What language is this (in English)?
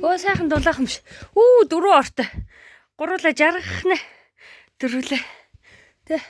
Mongolian